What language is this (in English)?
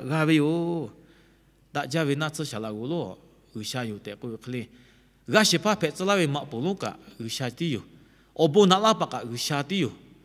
Lahu